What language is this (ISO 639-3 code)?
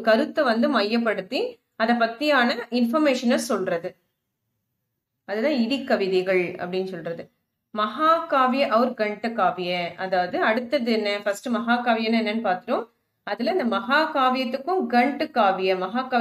tam